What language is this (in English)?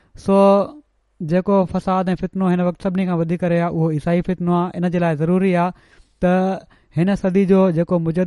Sindhi